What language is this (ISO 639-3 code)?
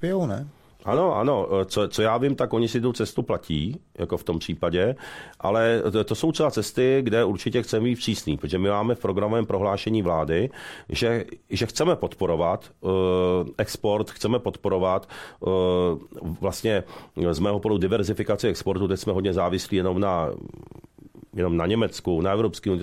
ces